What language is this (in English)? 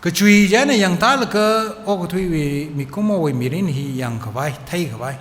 Tangkhul Naga (India)